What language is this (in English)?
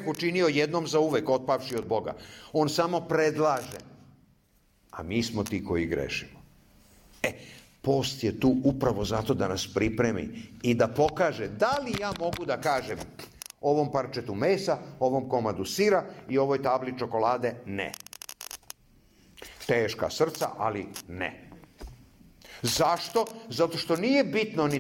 Serbian